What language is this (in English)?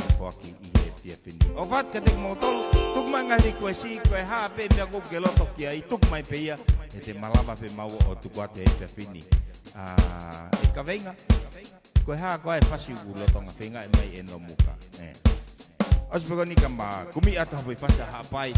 Tongan